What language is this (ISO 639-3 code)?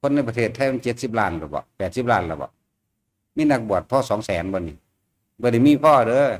tts